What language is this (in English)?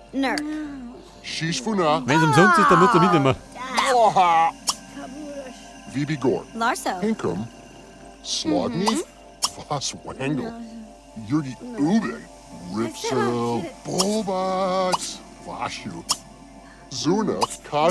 Bavarian